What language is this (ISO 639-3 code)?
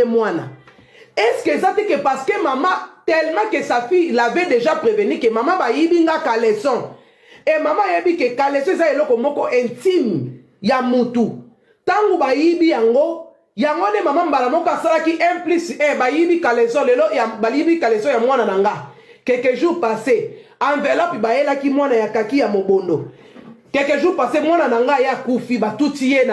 lin